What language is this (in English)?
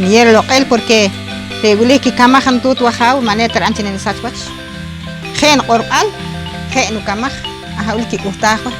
Poqomchi'